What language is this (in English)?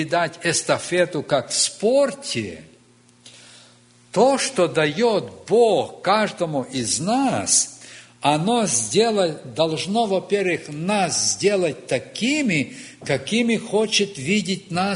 Russian